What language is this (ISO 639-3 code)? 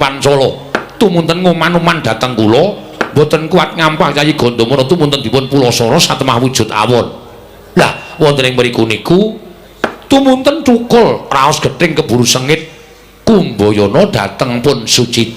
jav